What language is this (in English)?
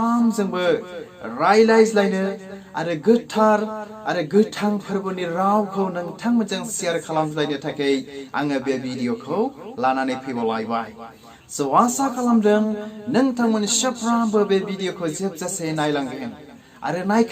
Bodo